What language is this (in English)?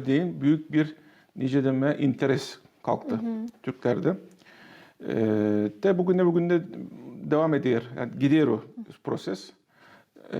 Gagauz